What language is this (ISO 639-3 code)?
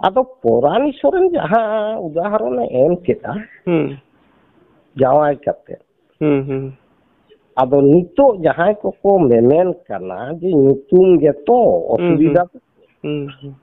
sat